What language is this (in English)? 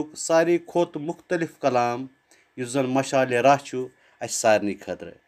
Kashmiri